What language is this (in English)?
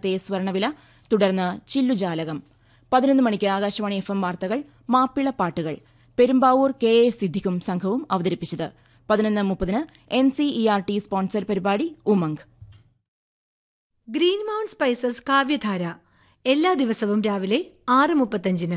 Malayalam